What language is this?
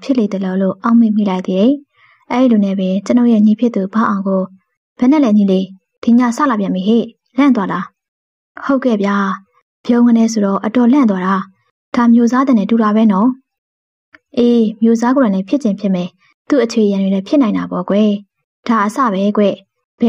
Burmese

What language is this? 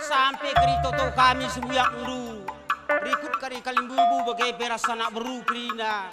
Batak Karo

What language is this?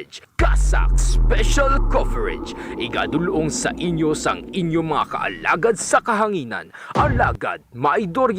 Hiligaynon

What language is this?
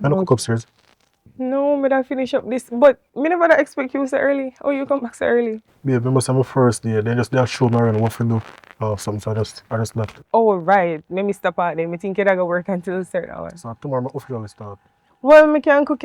Jamaican Creole English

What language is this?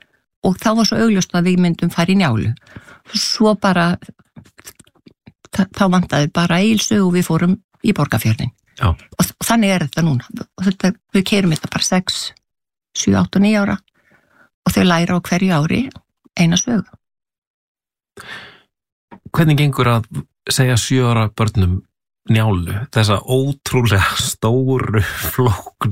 Icelandic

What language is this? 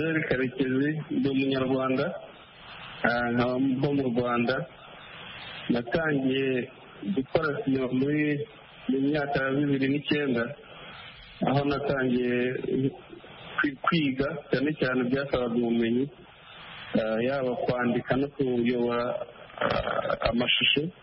Kinyarwanda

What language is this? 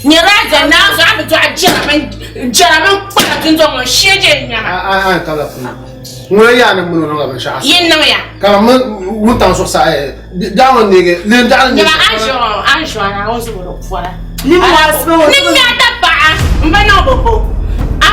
Dagbani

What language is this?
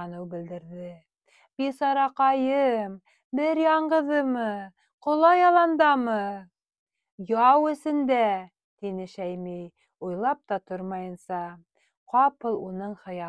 Bashkir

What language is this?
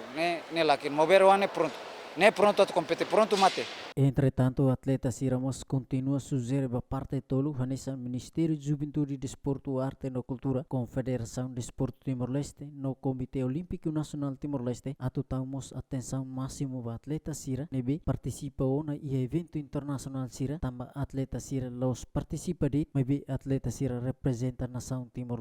Tetum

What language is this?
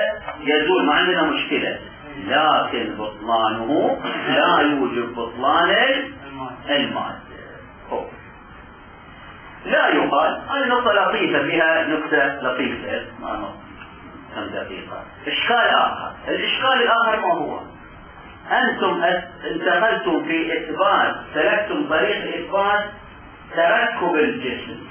Arabic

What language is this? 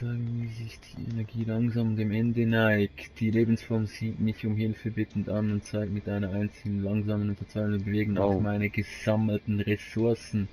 Swiss German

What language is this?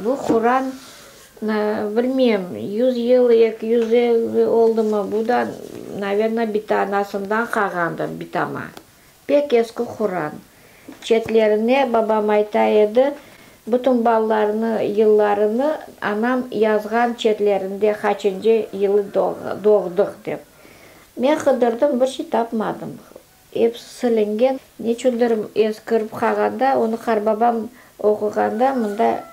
Crimean Tatar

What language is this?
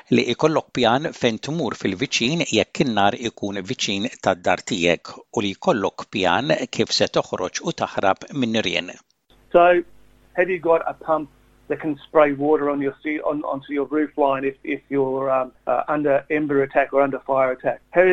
Maltese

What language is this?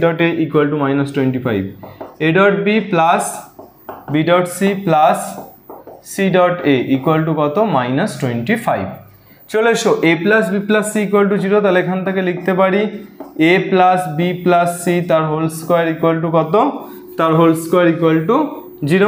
Bangla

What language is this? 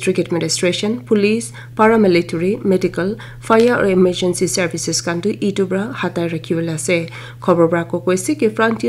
Naga Pidgin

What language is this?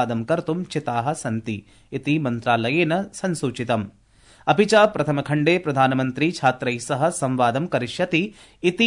Sanskrit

